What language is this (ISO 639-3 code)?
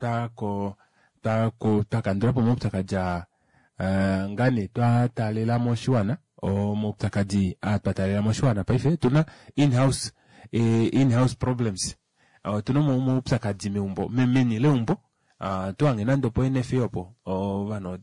kua